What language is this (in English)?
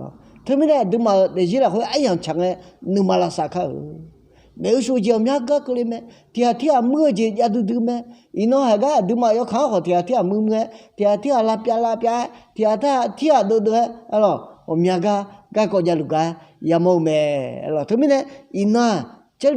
Akha